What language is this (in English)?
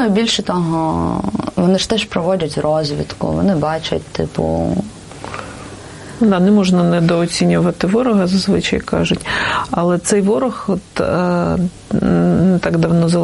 Ukrainian